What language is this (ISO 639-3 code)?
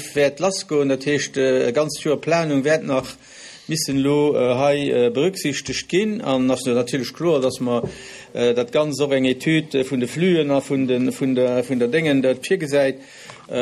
ltz